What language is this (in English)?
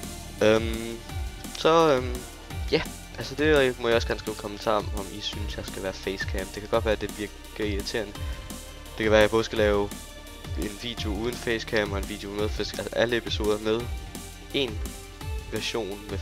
Danish